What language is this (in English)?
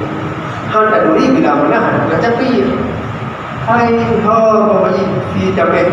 Achinese